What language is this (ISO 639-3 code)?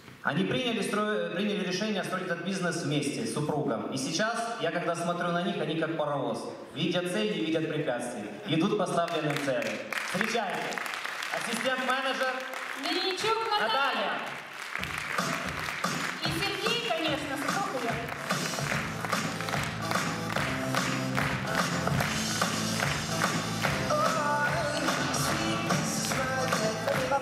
rus